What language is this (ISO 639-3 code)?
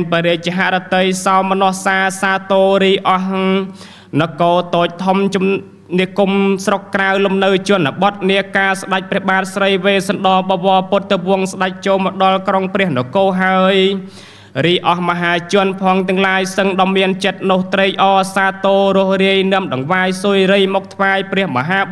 khm